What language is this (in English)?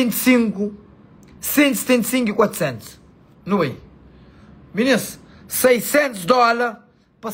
Kabuverdianu